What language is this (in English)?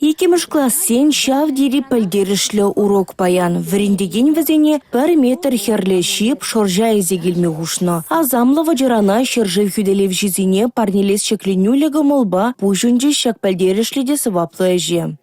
Chuvash